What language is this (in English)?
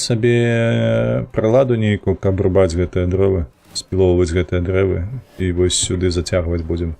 Belarusian